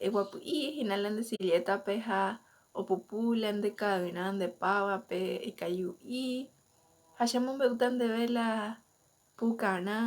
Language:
Guarani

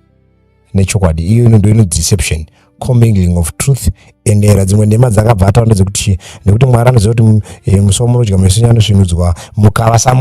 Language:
Shona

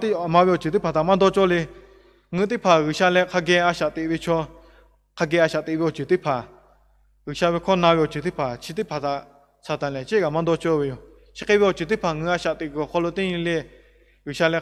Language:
Lahu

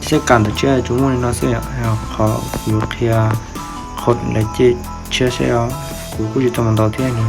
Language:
Hmong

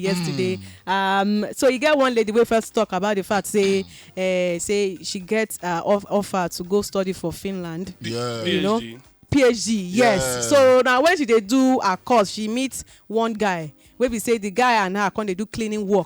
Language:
Nigerian Pidgin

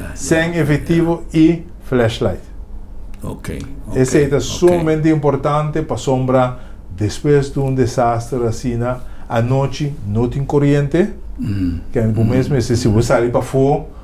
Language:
Papiamento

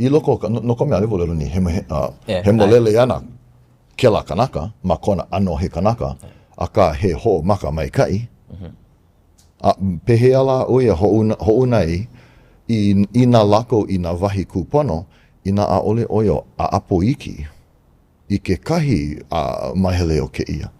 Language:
Hawaiian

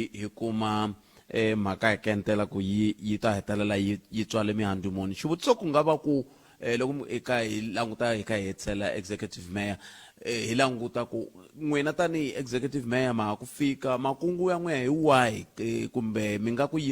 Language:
Tsonga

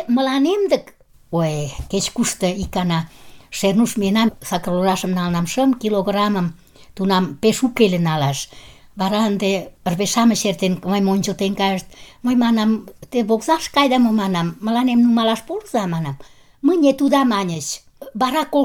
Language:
Mari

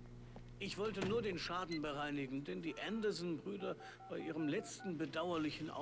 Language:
Bavarian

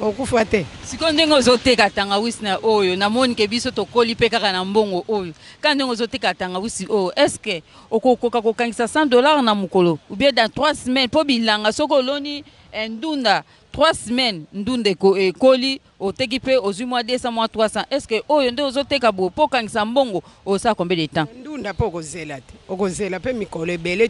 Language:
Lingala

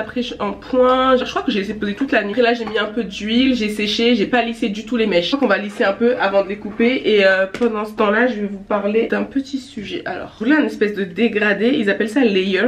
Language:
French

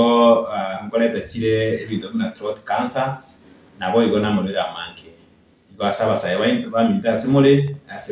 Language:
Gusii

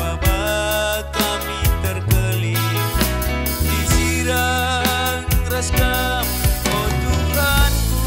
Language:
Batak Karo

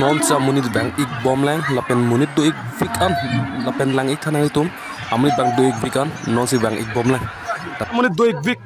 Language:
Karbi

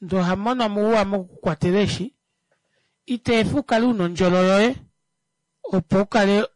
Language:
Kuanyama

